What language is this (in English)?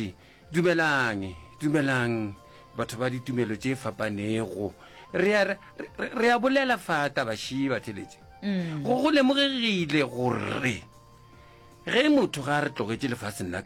Northern Sotho